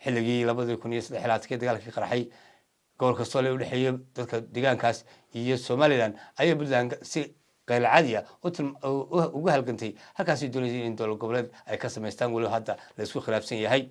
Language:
Somali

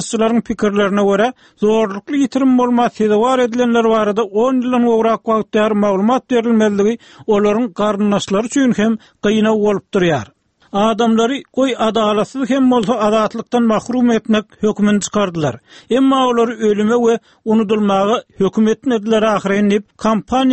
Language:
Turkmen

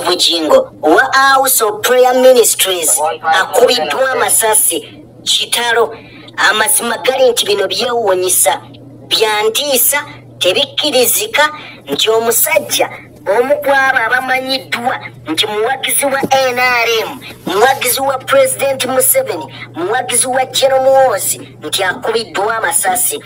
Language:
Ganda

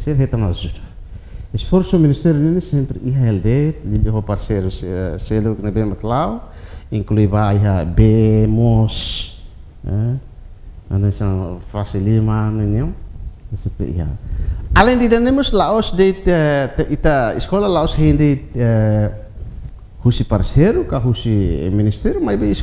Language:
Tetum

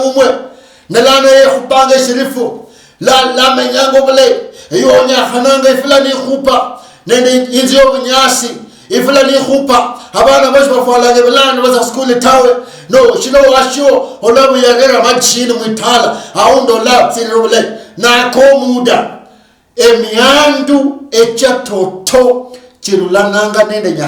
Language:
Luyia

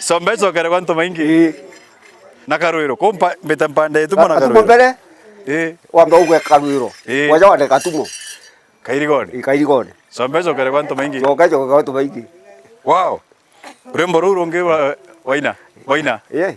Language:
Meru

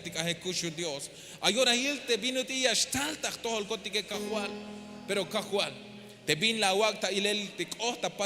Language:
Tzeltal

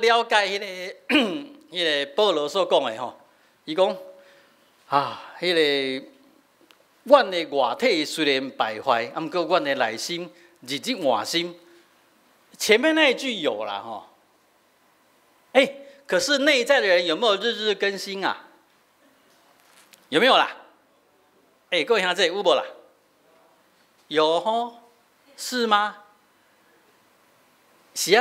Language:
Min Nan Chinese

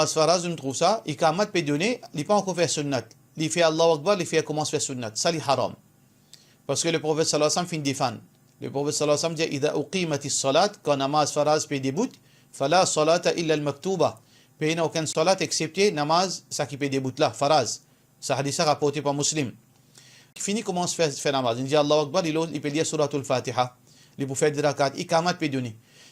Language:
Morisyen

